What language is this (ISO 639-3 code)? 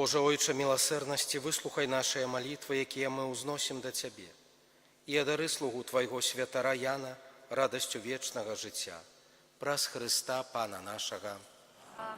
bel